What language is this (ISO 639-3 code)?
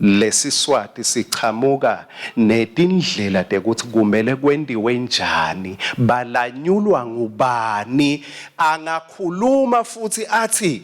ssw